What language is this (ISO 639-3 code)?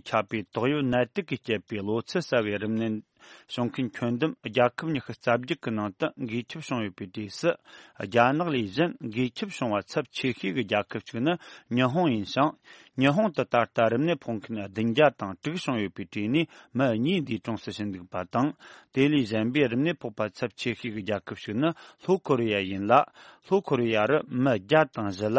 bod